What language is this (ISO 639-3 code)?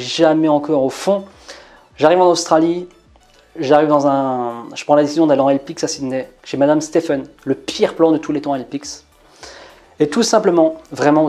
fra